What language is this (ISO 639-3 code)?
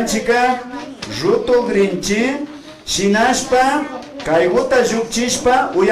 qvi